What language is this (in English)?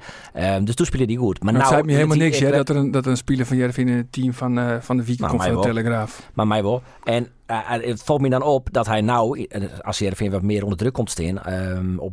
Western Frisian